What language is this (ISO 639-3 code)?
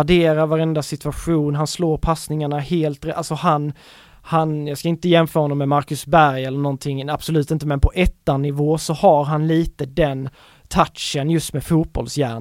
swe